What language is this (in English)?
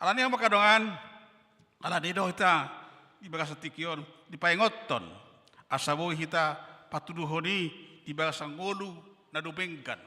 Batak Toba